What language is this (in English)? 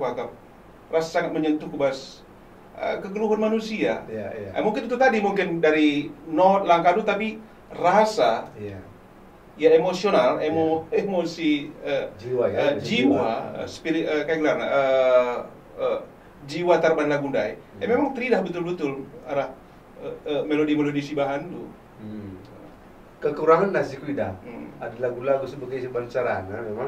Batak Karo